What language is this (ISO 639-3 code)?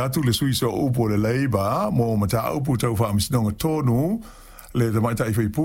smo